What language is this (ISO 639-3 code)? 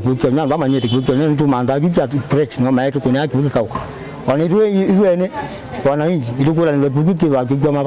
kam